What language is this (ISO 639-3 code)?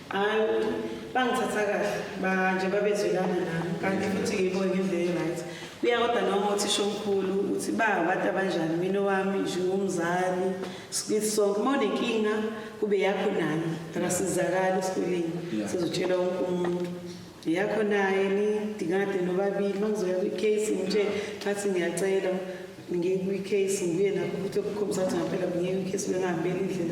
zul